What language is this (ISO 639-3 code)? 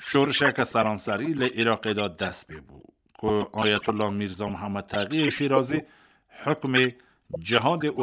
kur